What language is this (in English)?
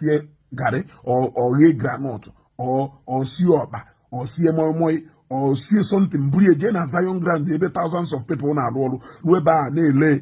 Igbo